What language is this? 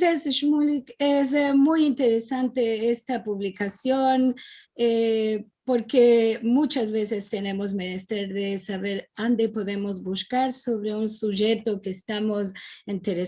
Ladino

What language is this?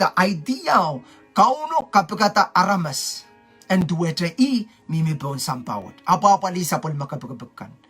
Pohnpeian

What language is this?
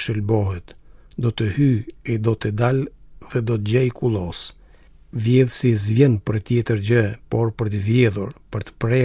Albanian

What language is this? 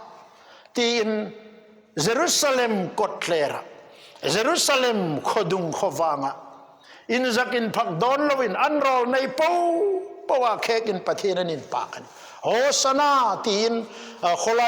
Hmar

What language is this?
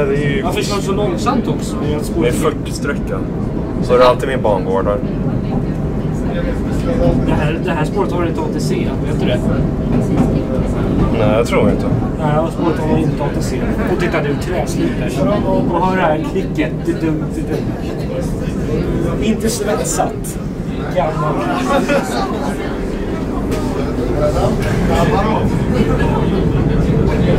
Swedish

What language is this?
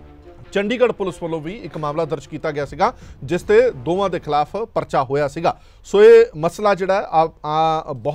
Punjabi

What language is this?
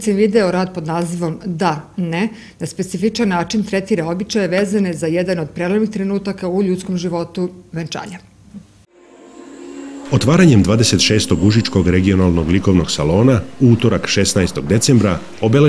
Serbian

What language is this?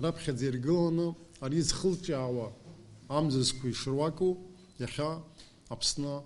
Abkhazian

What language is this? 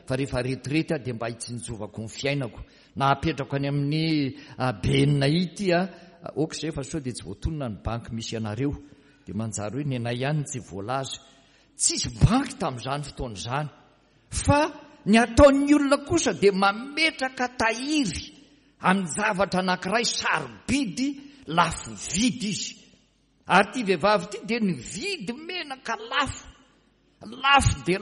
Malagasy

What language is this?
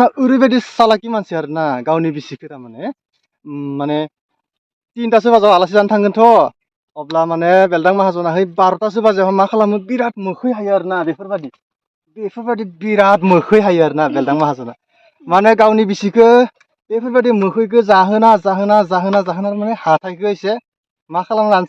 Bodo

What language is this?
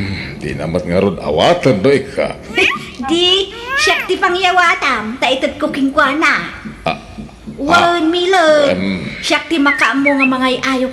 Iloko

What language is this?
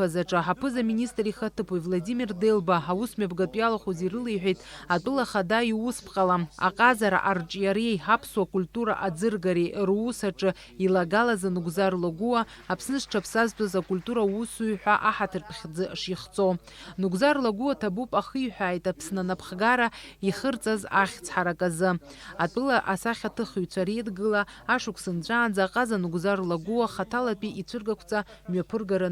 Abkhazian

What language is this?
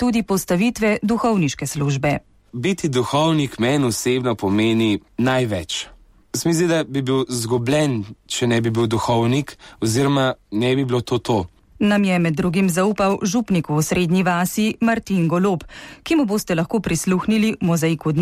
Slovenian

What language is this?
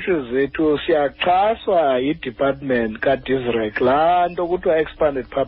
Xhosa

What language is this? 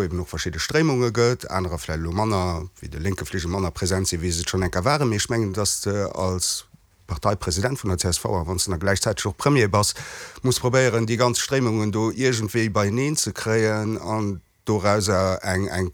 Luxembourgish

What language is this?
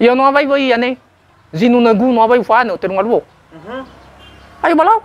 Nias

